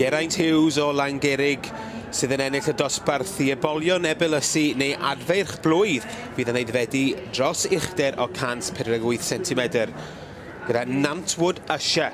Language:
Welsh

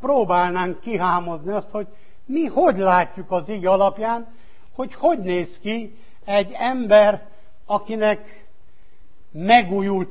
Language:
Hungarian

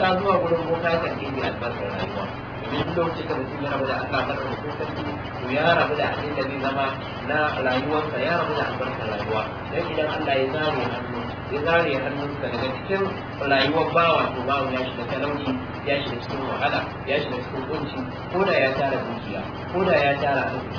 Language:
Hausa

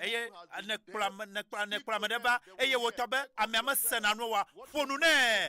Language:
Ewe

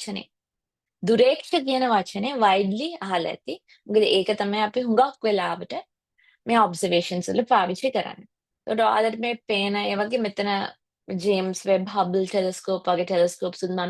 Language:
Sinhala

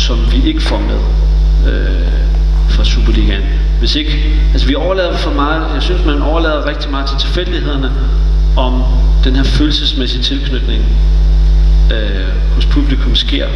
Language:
Danish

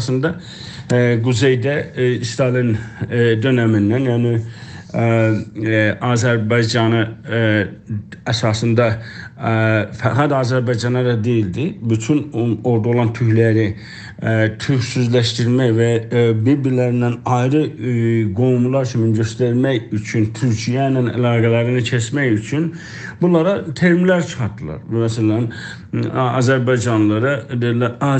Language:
South Azerbaijani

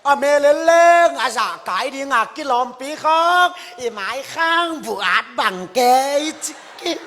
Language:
Tedim Chin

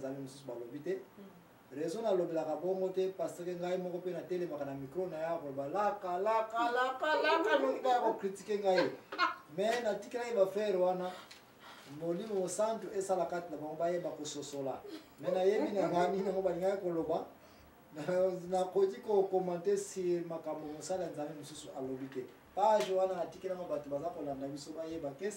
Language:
Lingala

